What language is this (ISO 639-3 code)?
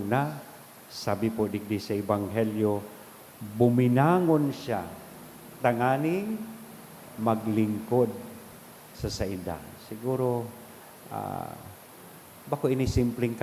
bik